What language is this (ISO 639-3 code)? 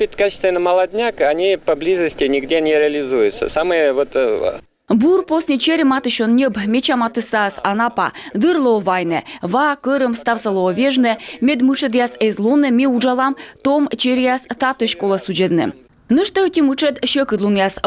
kom